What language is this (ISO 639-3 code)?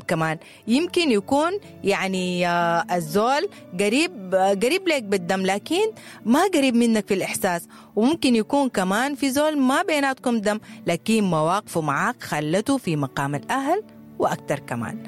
apd